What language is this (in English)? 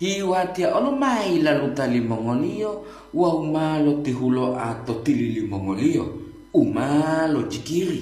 Gorontalo